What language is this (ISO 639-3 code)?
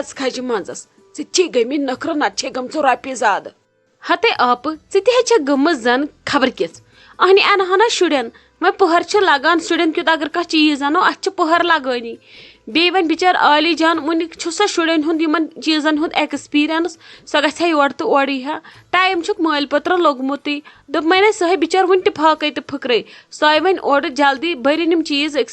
kas